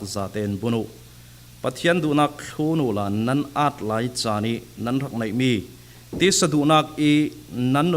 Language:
Falam Chin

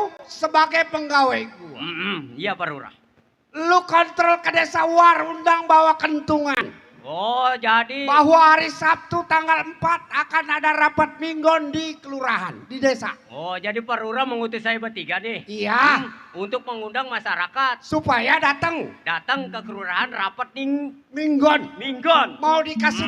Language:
Betawi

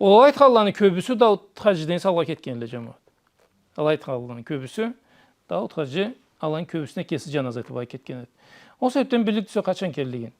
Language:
Karachay-Balkar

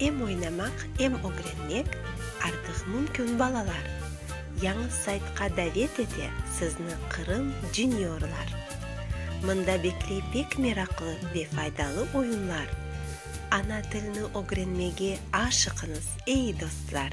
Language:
Crimean Tatar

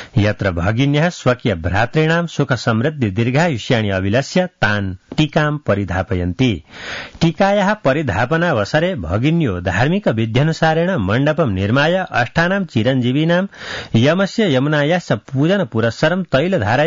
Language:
Sanskrit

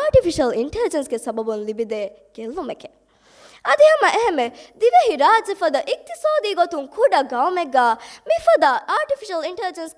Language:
Divehi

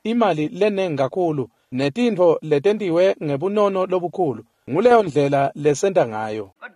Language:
Swati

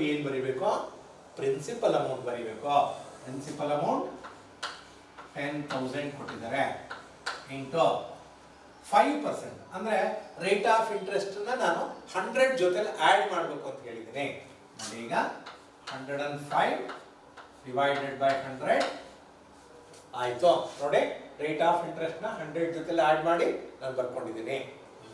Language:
Kannada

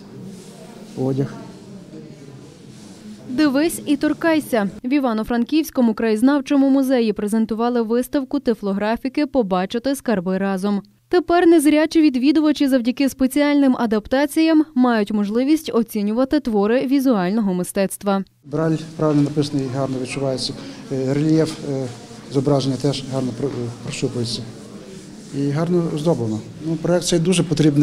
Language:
Ukrainian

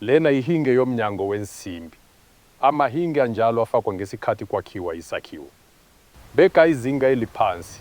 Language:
Zulu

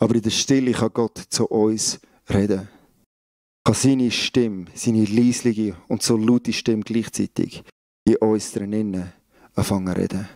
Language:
Swiss German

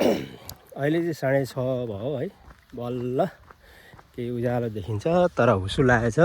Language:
Nepali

